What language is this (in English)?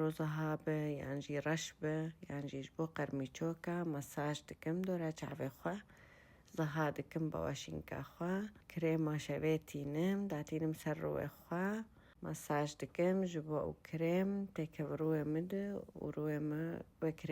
Kurdish